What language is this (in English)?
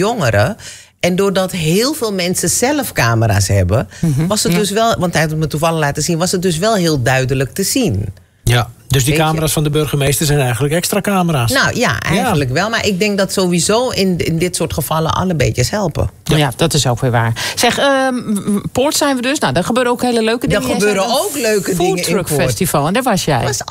Dutch